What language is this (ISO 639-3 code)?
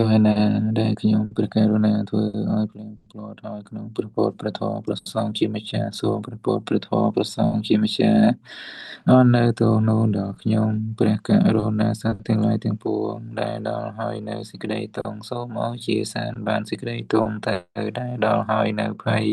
khm